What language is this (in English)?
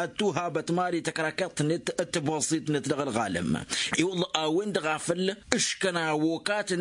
Tamasheq